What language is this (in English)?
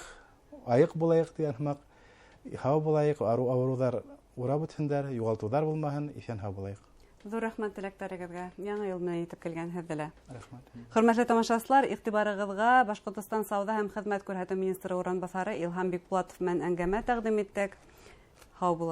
Bashkir